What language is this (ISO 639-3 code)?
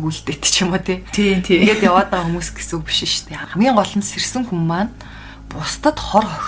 mon